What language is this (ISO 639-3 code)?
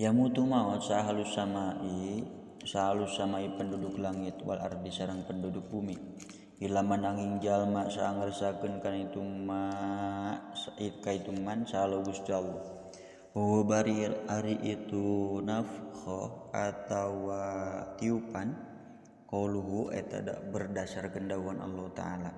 sun